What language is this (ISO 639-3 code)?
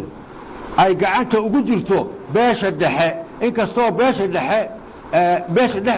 som